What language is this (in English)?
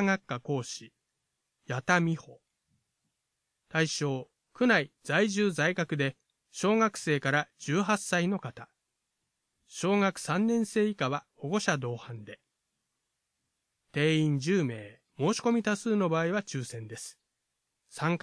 Japanese